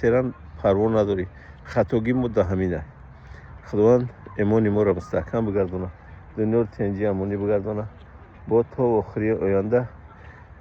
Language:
Tajik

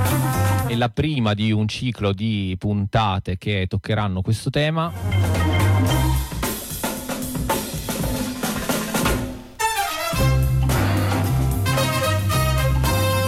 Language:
Italian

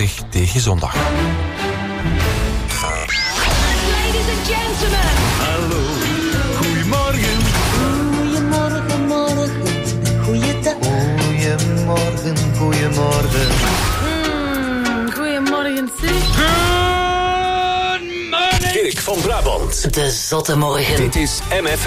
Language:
Dutch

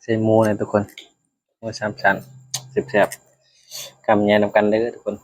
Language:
Northeastern Thai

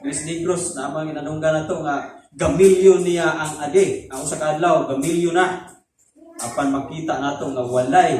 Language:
Cebuano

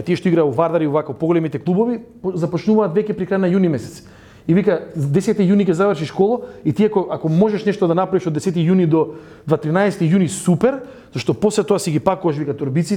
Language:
Macedonian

